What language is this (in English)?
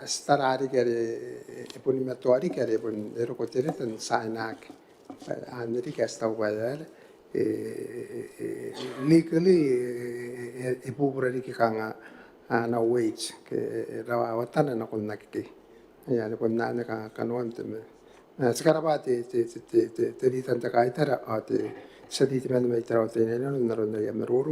Gilbertese